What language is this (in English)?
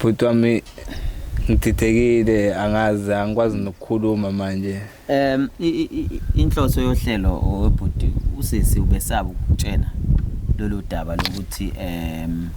Zulu